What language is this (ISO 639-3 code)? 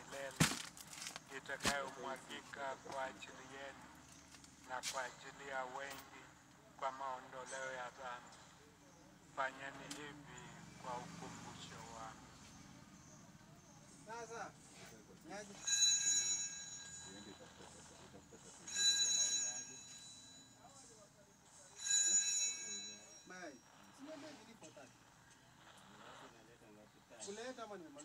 swa